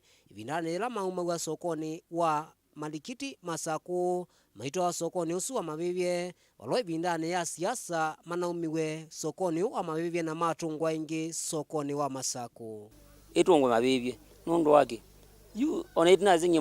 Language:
Kamba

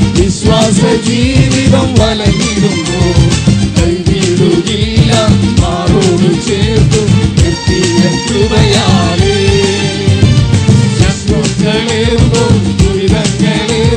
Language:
Malayalam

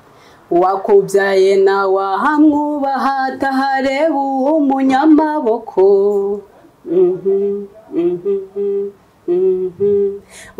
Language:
Kinyarwanda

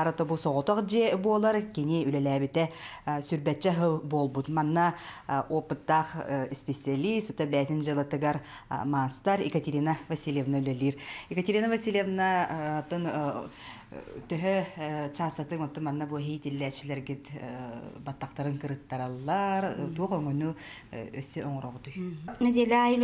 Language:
Yakut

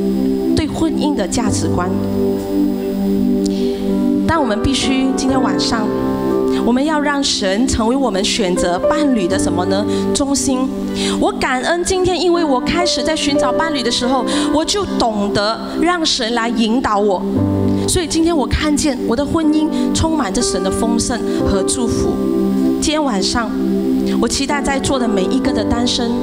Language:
Chinese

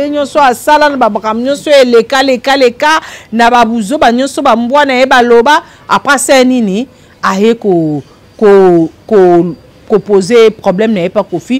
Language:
Lingala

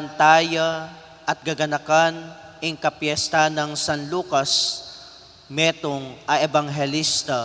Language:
Pampanga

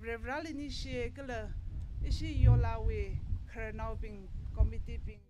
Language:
Tangkhul Naga (India)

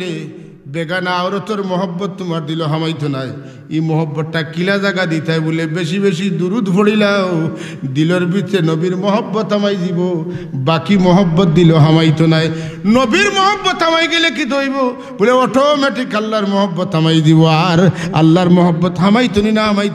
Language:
Sylheti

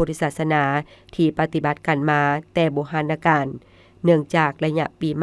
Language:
Lao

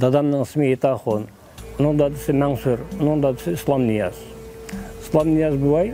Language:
Uyghur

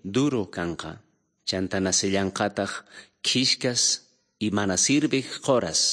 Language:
South Bolivian Quechua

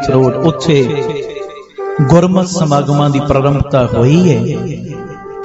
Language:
Punjabi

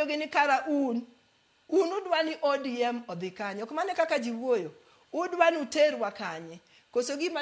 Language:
Luo (Kenya and Tanzania)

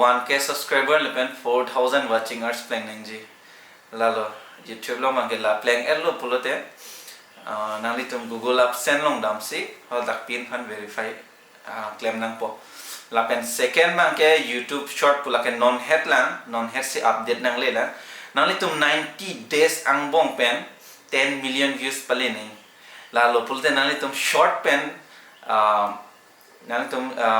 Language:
Karbi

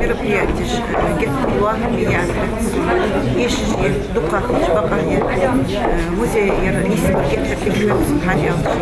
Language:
Ingush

